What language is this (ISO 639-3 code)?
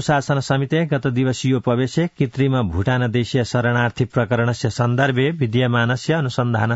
san